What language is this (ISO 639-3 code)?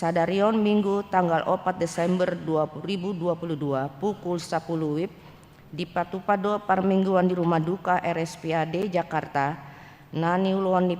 bbc